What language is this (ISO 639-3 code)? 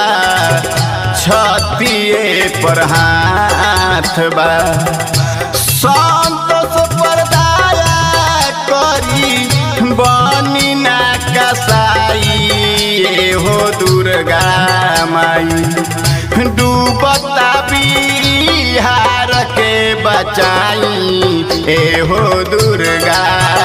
bho